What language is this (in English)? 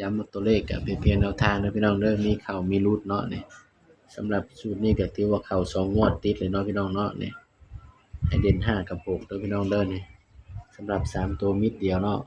Northeastern Thai